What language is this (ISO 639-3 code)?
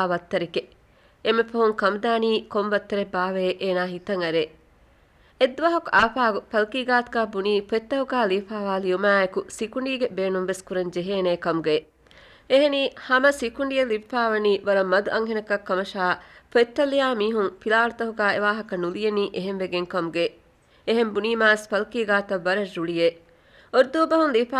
div